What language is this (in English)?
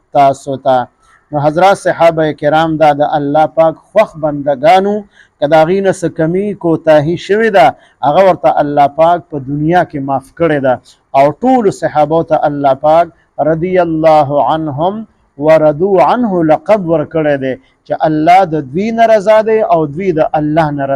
Pashto